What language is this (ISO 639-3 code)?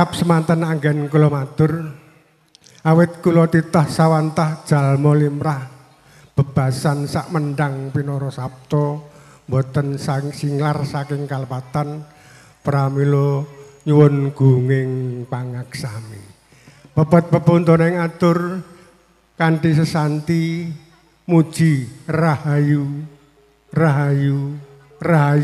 jav